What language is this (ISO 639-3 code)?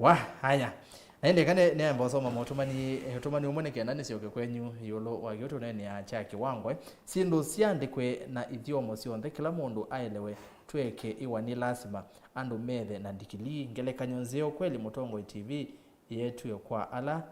kam